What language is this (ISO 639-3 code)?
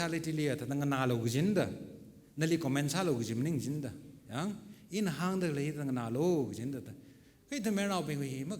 nmf